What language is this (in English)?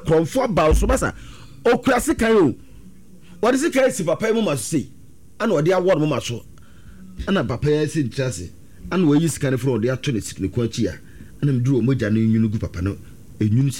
Akan